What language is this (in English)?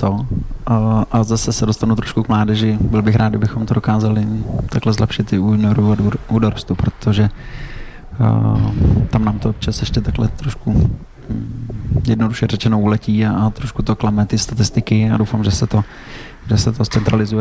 Czech